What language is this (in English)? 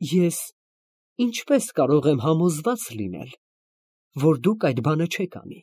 Armenian